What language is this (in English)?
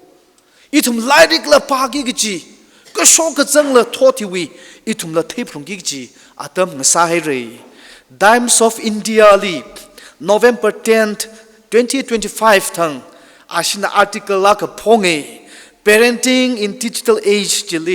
Tangkhul Naga (India)